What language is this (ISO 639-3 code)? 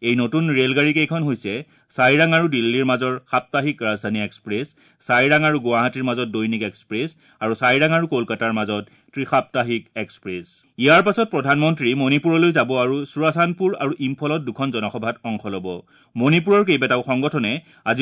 asm